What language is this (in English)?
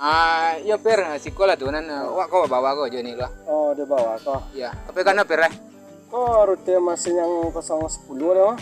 Minangkabau